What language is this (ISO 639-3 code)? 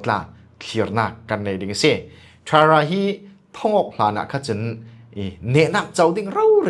cfm